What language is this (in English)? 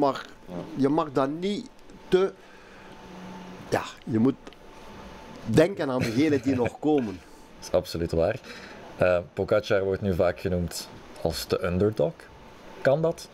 Dutch